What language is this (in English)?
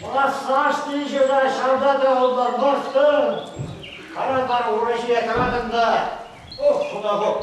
Chuvash